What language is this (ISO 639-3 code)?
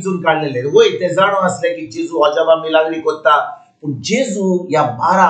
kok